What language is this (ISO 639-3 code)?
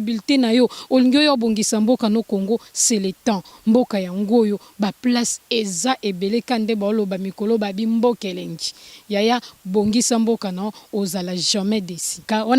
lin